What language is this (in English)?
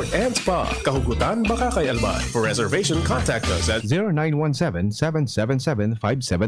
Bikol